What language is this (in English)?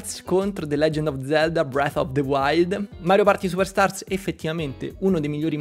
Italian